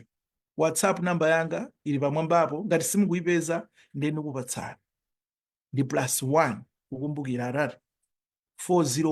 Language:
Nyanja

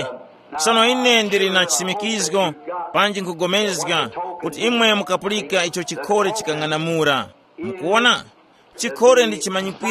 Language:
Tumbuka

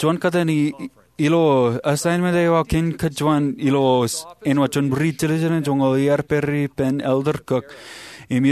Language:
Marshallese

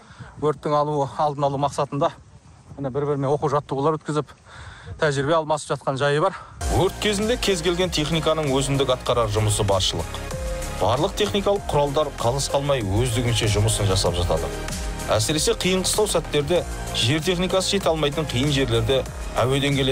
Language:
Kazakh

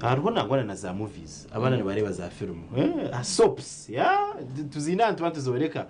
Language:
Nyankole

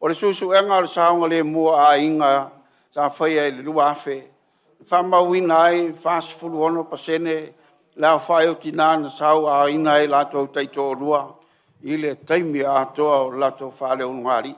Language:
Samoan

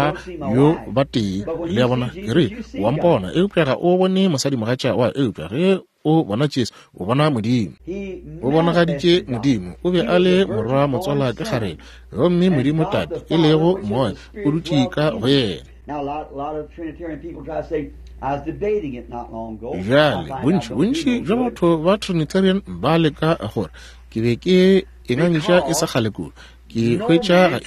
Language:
Northern Sotho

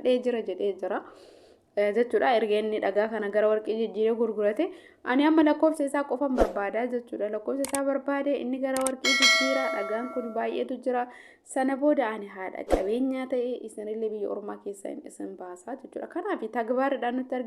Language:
Oromo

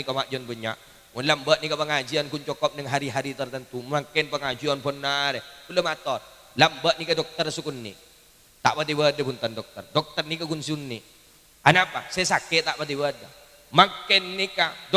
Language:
Madurese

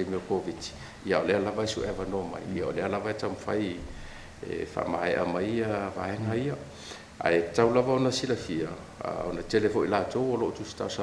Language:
Samoan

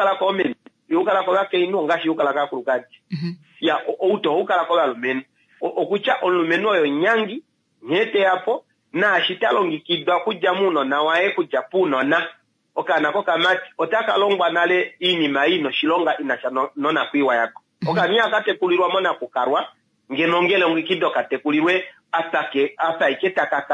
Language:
Kuanyama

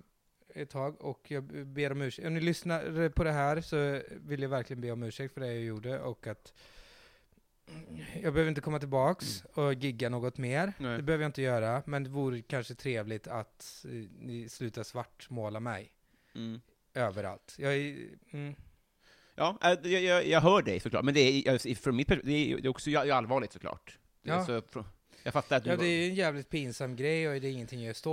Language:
Swedish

